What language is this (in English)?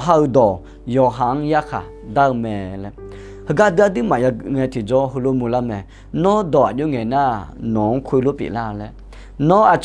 Akha